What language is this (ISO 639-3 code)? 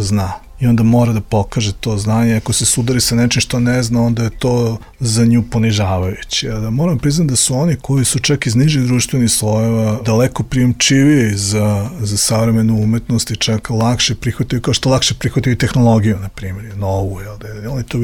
srp